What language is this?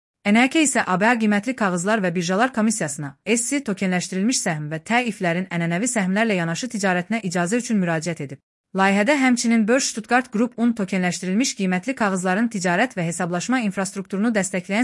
Azerbaijani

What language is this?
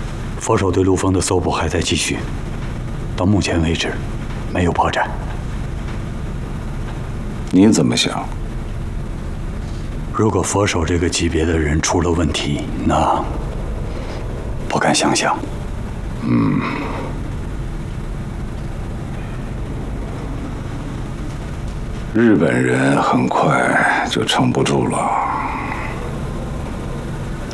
Chinese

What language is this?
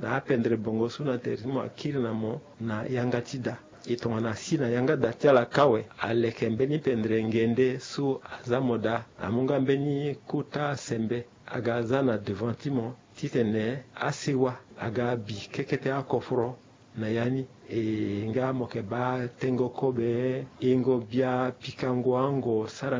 Sango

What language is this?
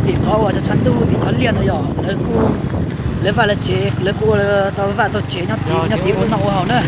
Hmong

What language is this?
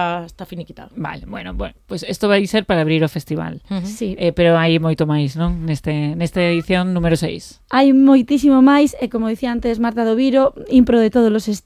Galician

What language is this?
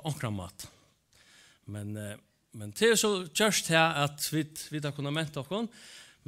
Faroese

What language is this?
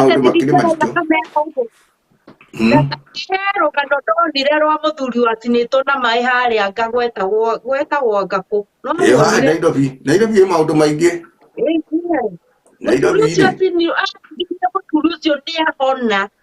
Kikuyu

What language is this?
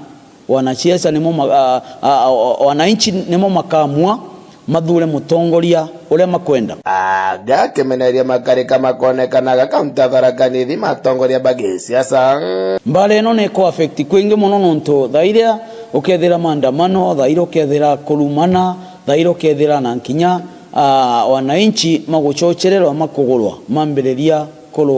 Meru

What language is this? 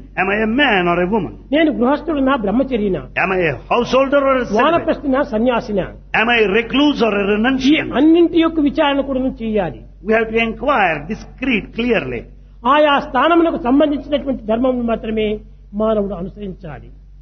Telugu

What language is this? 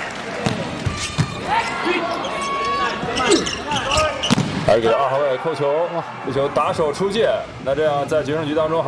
Chinese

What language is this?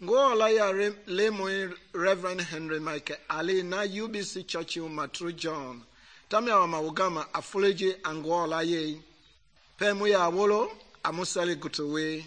Mende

